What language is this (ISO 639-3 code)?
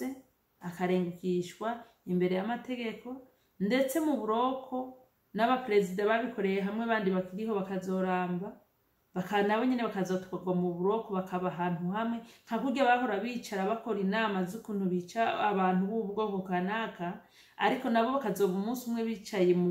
run